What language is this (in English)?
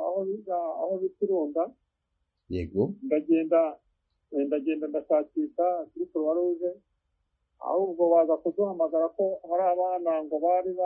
Kinyarwanda